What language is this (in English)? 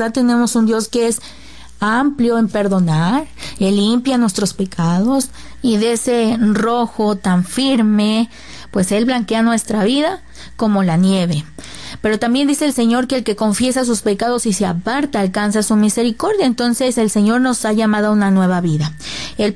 Spanish